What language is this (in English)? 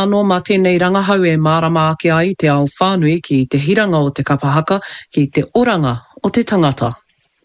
Māori